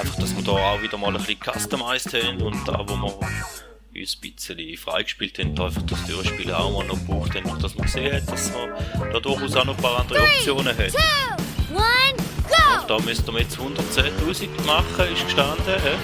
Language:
Swiss German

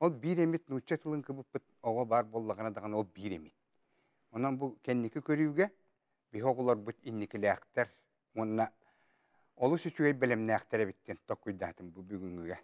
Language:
Yakut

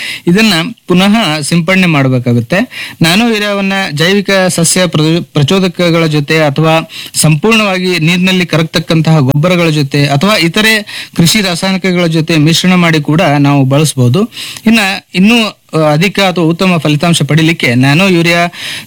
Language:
Kannada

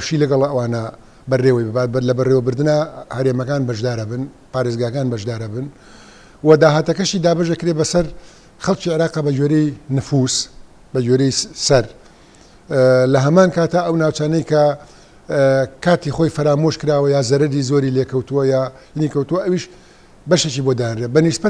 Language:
Central Kurdish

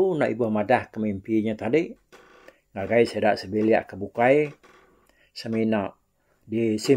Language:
Iban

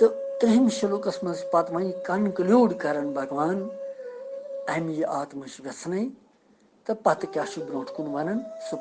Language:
Kashmiri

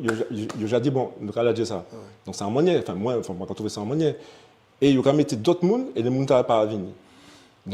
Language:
Guadeloupean Creole French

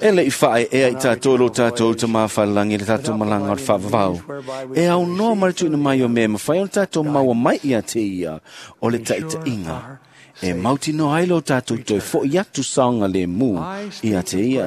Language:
Samoan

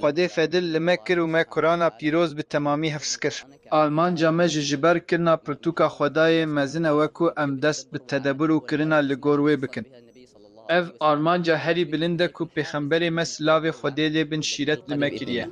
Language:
Kurdish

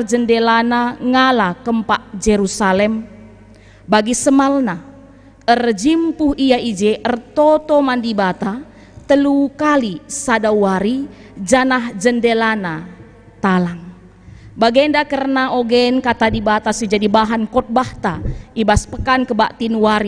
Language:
Batak Karo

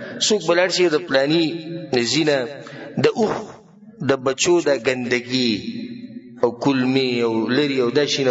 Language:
Pashto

